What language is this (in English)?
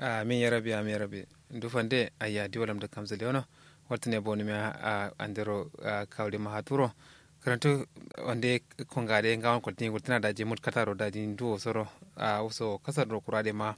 Kanuri